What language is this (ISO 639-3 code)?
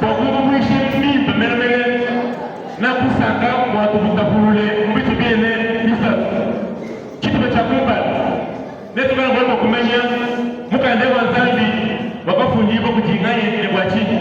lua